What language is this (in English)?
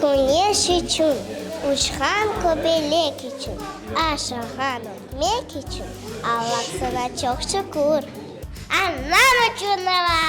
Crimean Tatar